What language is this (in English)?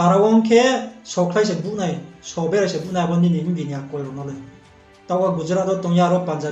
Riang (India)